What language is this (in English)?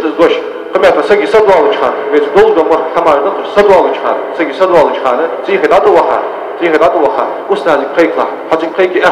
Ingush